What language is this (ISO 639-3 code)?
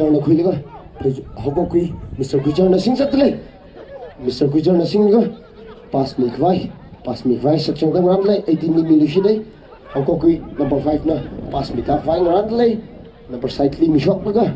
nmf